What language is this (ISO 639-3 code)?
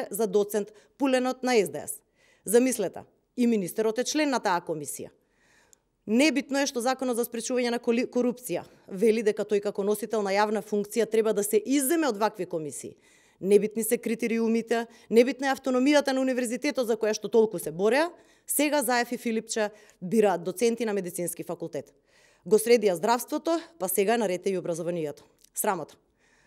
mkd